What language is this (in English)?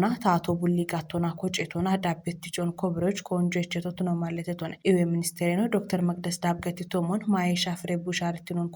Kafa